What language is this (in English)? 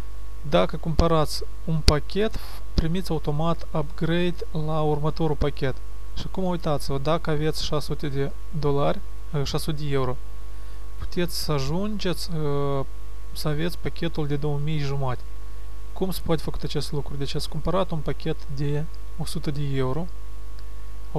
Romanian